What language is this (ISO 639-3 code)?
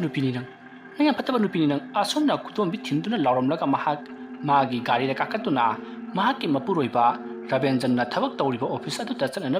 mni